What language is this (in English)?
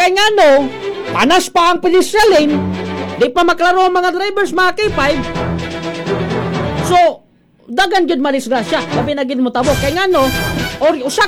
Cebuano